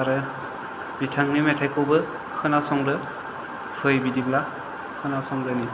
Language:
Bodo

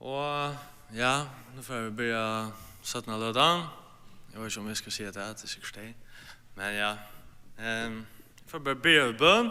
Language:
Faroese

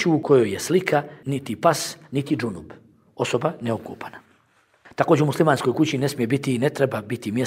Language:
Bosnian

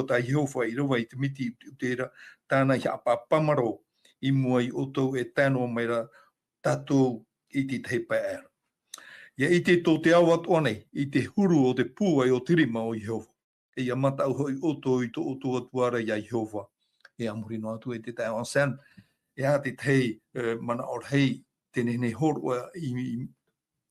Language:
Tahitian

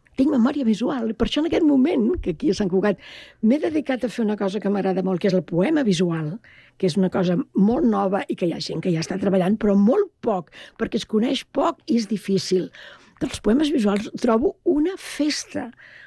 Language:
Catalan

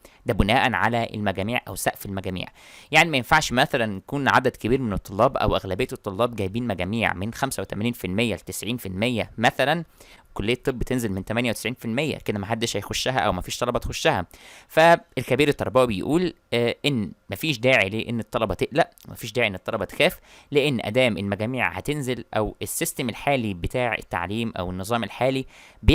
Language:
Egyptian Arabic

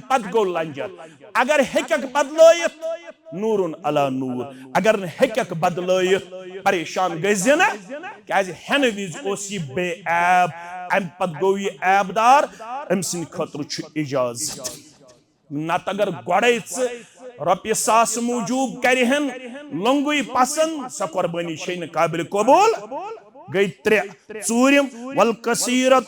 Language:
Kashmiri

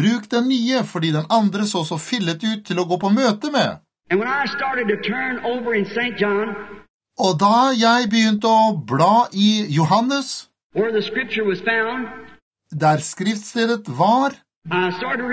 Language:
Norwegian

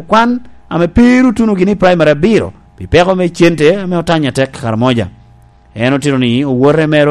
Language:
Lango (Uganda)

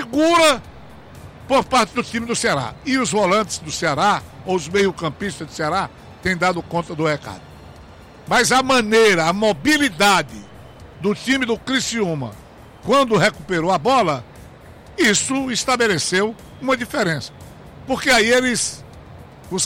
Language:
Portuguese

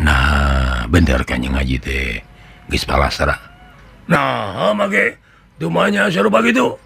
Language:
Sundanese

